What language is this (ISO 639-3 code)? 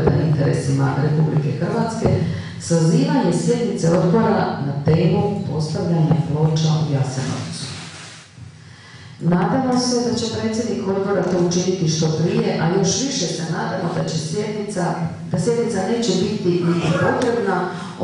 hrv